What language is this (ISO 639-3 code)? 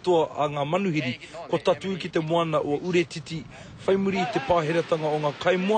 mri